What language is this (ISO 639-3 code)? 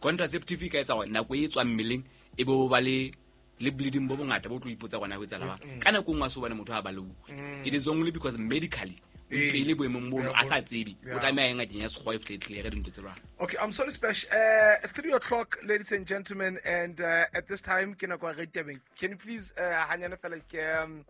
sot